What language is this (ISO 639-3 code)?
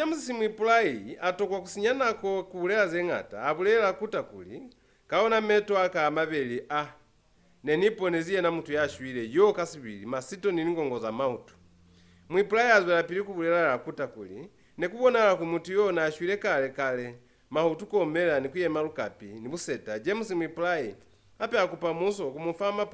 loz